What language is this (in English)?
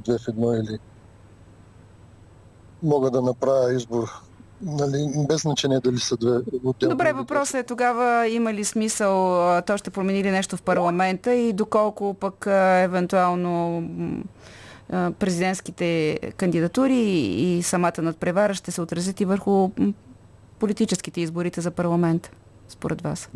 Bulgarian